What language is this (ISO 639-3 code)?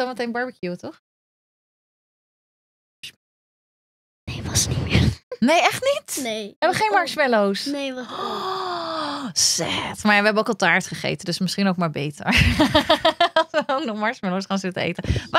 nld